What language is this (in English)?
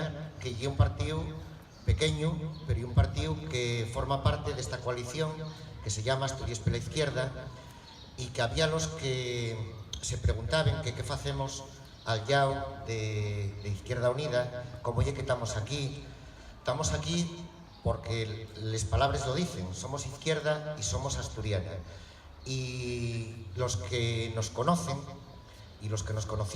Asturian